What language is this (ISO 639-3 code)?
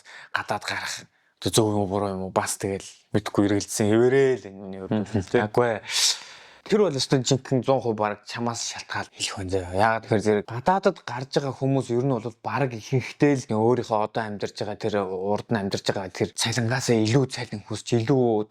mon